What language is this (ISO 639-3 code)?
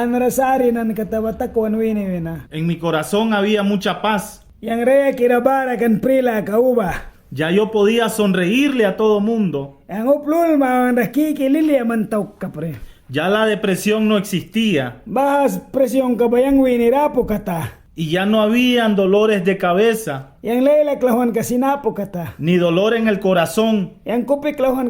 miq